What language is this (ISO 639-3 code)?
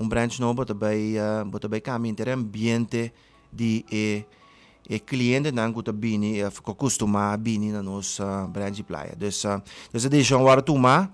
pap